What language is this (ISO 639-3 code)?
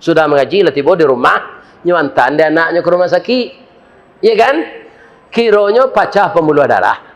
min